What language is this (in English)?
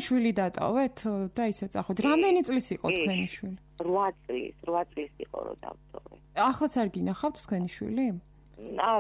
Georgian